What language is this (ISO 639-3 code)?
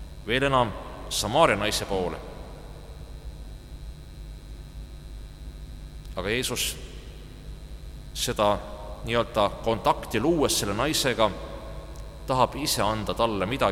est